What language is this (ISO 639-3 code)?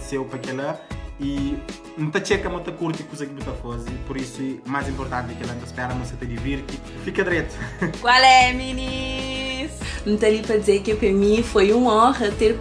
kea